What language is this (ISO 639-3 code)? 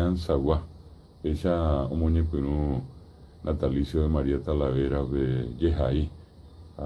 grn